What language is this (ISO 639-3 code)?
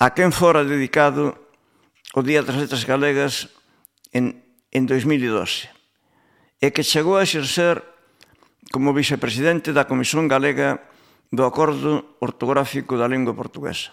glg